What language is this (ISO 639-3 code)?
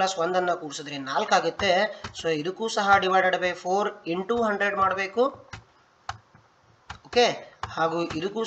kan